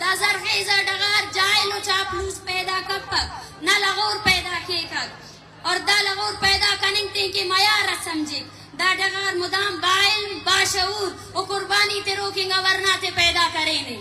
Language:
Brahui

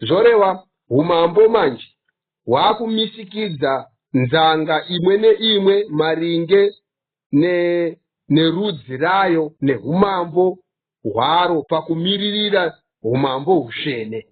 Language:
Shona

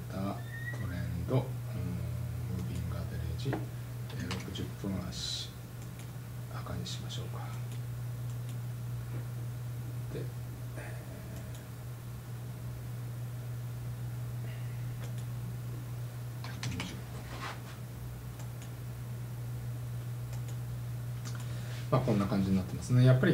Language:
Japanese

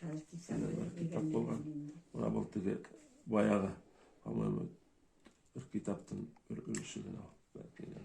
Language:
Bashkir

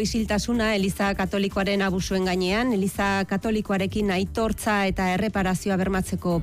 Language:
Basque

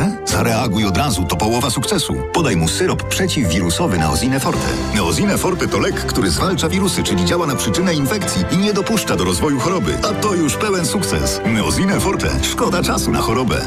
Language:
Polish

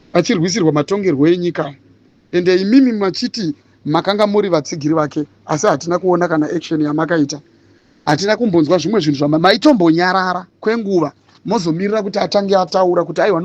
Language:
Shona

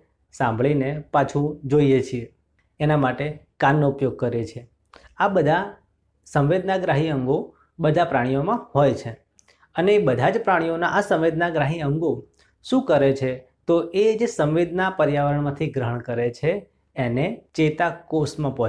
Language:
Gujarati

